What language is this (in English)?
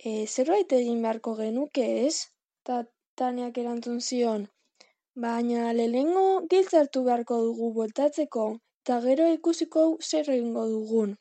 Basque